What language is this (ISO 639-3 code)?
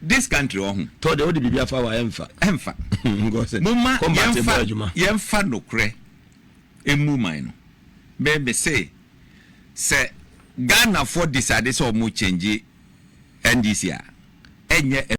aka